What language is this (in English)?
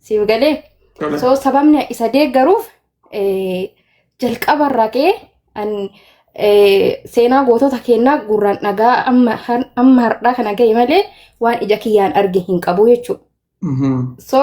Oromo